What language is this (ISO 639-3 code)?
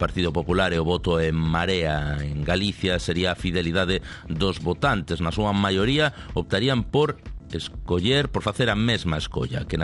glg